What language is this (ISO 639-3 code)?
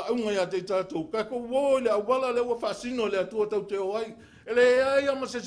smo